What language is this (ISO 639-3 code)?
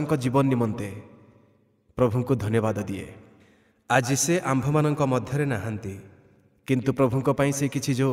ori